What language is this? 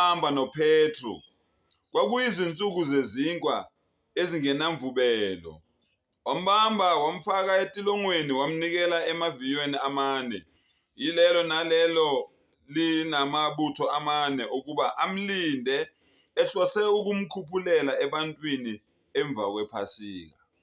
Zulu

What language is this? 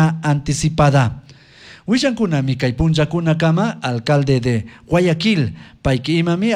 Chimborazo Highland Quichua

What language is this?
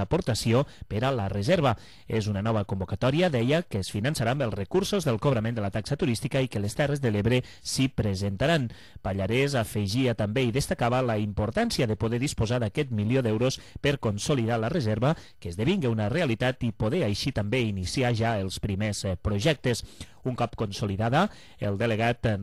Catalan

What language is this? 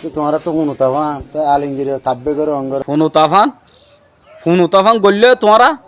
Rohingya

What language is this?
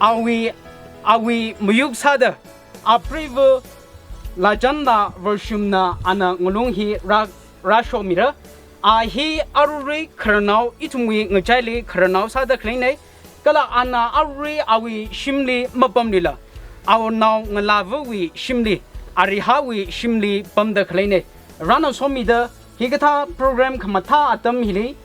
Tangkhul Naga (India)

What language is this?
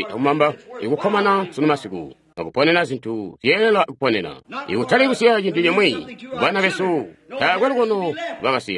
Tonga (Zambia)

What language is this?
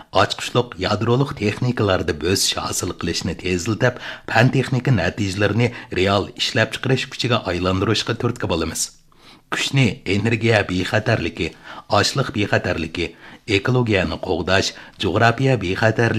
Uyghur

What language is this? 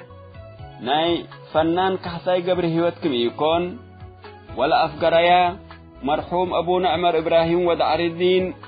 Tigre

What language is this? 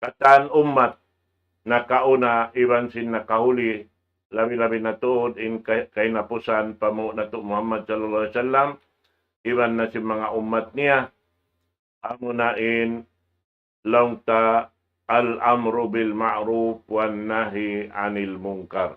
Tausug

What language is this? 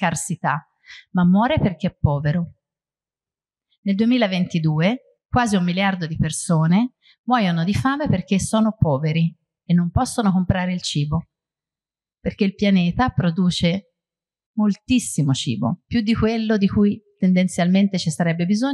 Italian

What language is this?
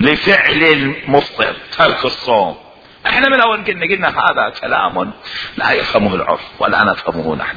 Mesopotamian Arabic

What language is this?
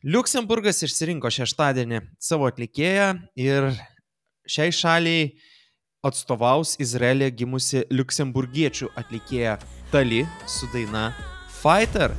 Lithuanian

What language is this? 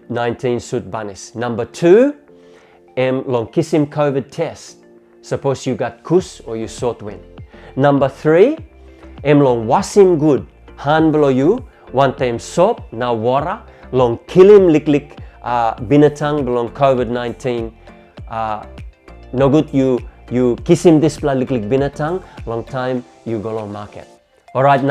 Tok Pisin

